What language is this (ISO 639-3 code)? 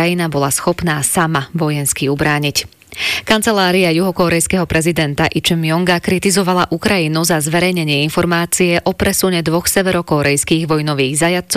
slk